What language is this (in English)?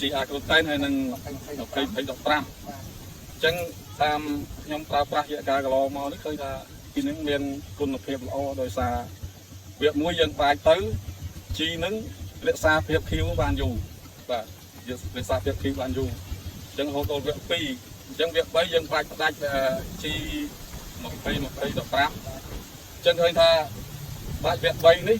Khmer